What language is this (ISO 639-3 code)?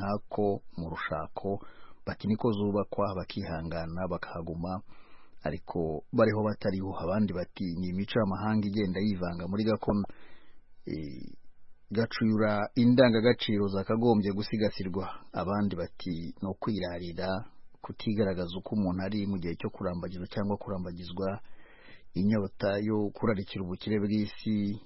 kin